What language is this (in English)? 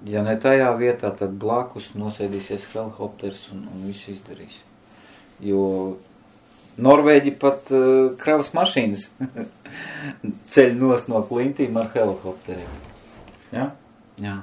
Latvian